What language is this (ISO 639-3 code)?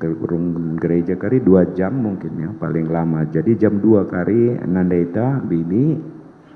btx